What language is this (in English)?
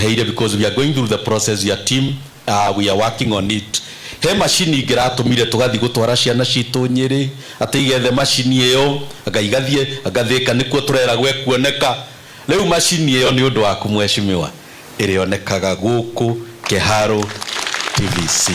Kikuyu